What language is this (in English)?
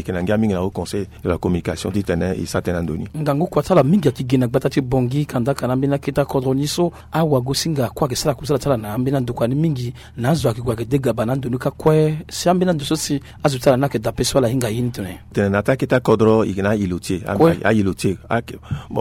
Sango